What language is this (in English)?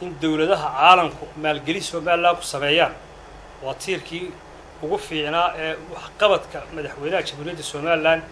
Somali